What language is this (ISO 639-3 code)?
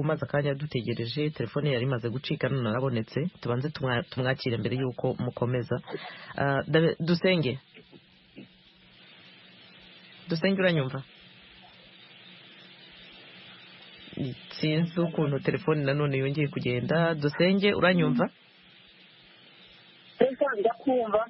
kin